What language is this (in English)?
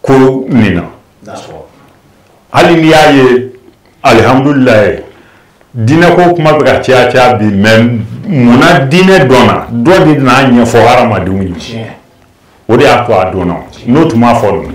Bambara